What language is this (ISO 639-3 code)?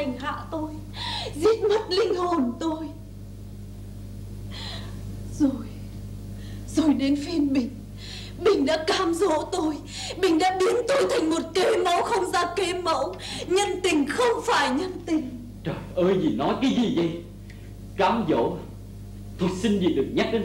vie